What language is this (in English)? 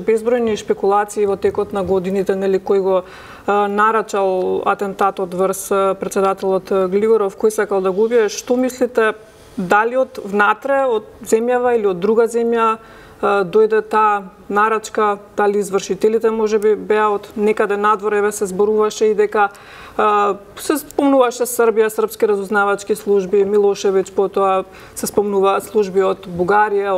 Macedonian